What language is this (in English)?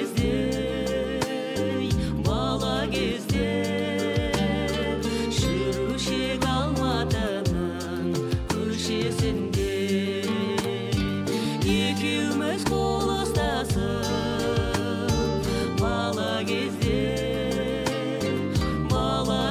Kazakh